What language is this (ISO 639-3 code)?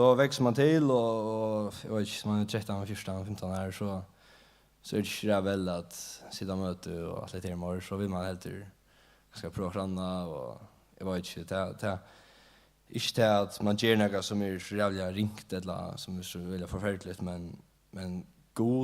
fao